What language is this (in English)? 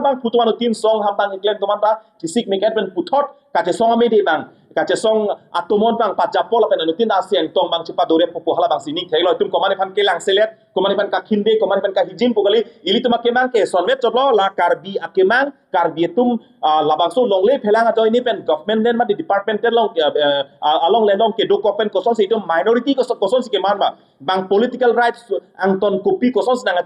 Karbi